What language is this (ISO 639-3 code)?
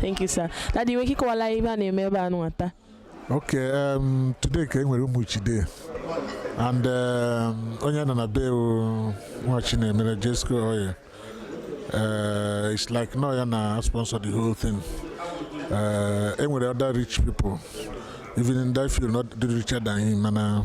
ibo